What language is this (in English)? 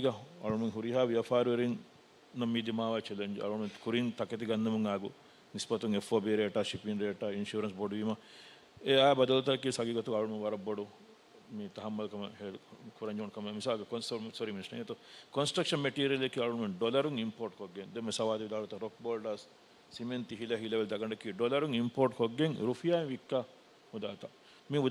Divehi